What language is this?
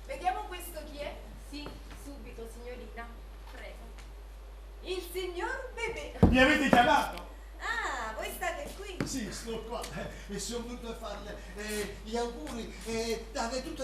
Neapolitan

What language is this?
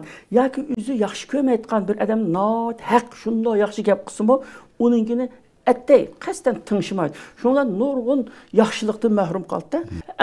Uyghur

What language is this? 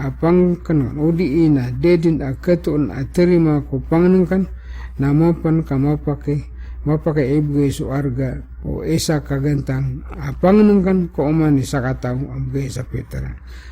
Maranao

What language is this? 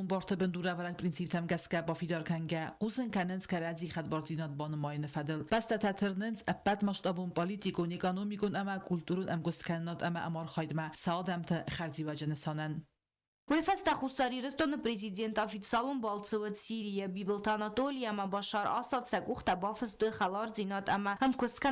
Ossetic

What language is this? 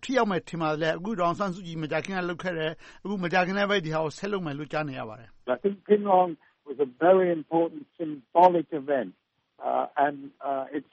Burmese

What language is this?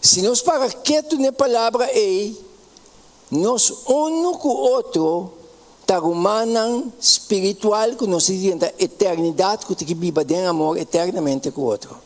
Papiamento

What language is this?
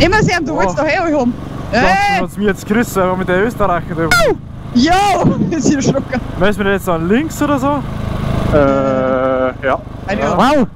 Bavarian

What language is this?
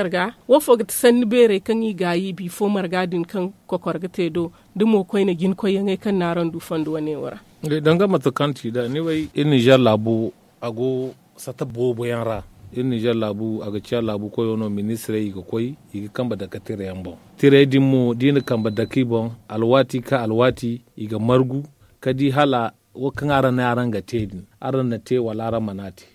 Zarma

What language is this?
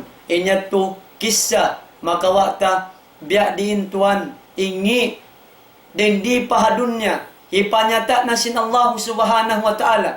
Tausug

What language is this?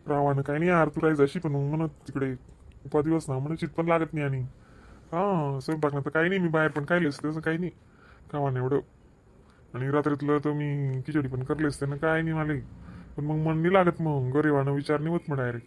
Khandesi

